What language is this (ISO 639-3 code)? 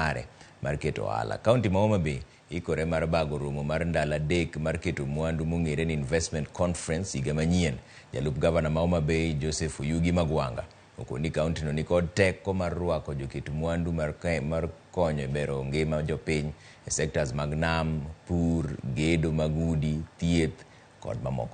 luo